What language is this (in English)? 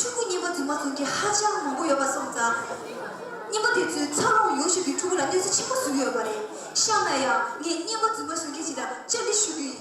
Tibetan